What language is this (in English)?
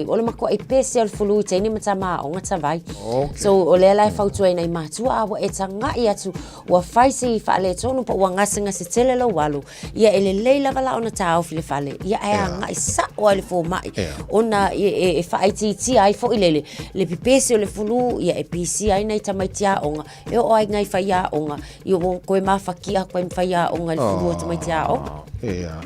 Samoan